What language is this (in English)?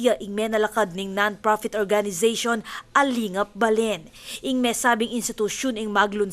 Pampanga